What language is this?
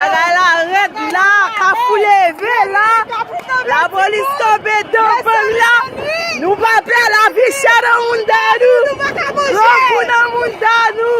Haitian Creole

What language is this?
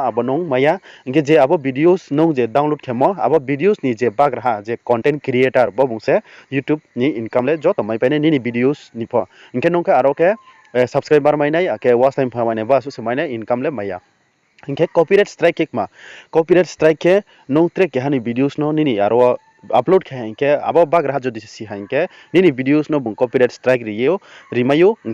Riang (India)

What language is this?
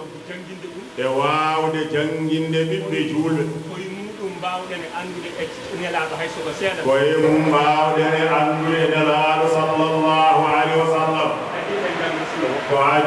Fula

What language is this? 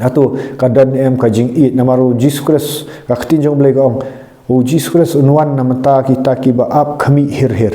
Khasi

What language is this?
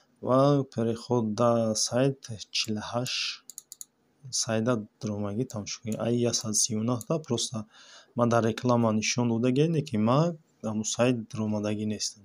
Tajik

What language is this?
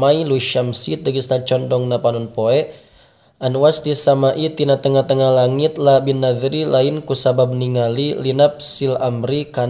Sundanese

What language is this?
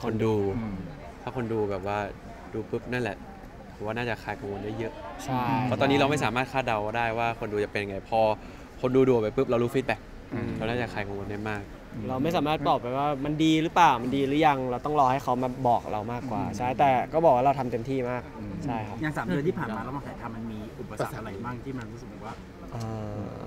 Thai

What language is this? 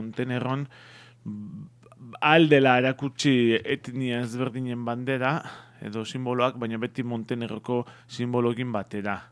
Basque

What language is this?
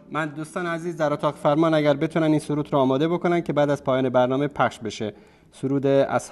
Persian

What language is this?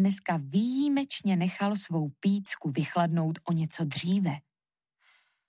Czech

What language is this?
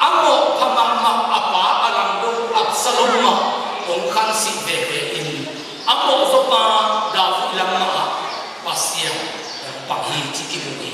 Tedim Chin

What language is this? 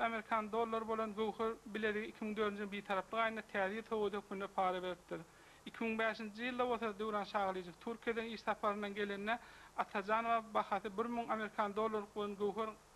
Turkmen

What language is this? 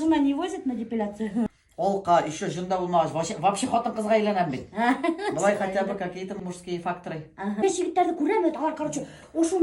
Bashkir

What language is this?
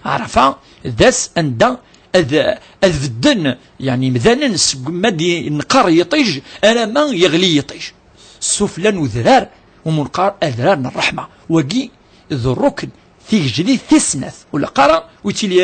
Kabyle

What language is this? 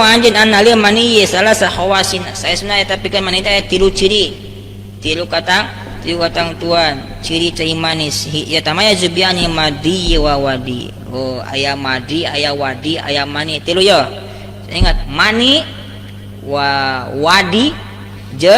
Sundanese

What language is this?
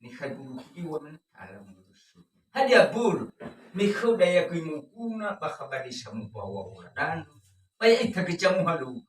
Nias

